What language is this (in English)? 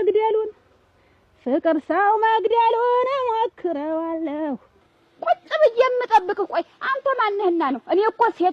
Amharic